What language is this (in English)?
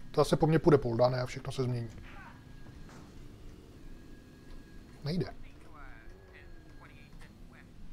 Czech